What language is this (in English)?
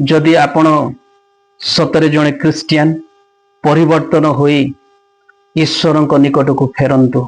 Odia